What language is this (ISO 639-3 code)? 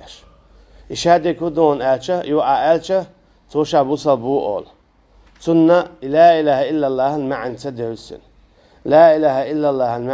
che